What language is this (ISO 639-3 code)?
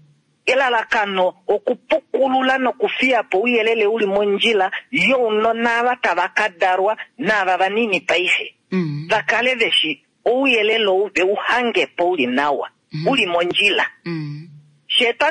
kua